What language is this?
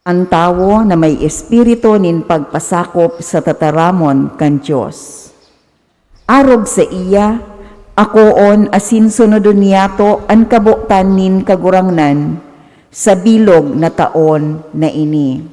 Bikol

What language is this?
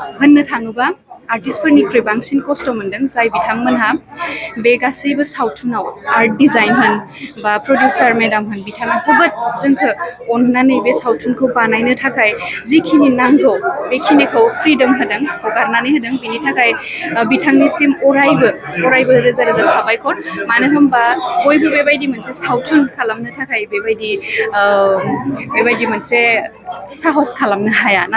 Bodo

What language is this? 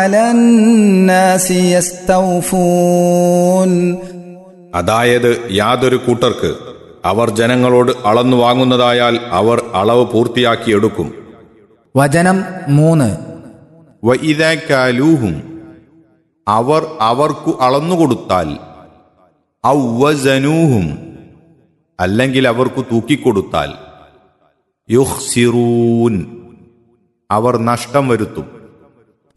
Malayalam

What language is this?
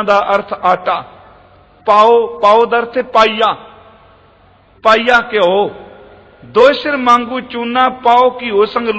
Punjabi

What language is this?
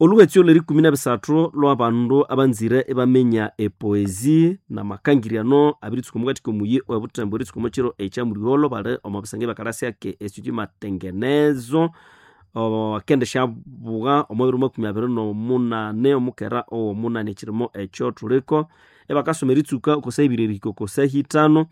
Nande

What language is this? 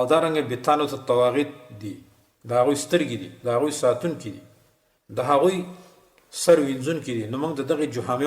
Pashto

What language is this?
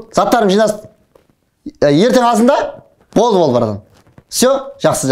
Kazakh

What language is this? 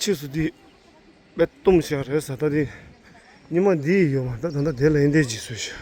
Tibetan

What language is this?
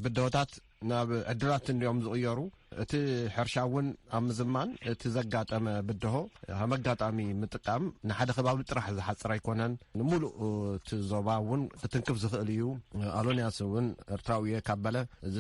Tigrinya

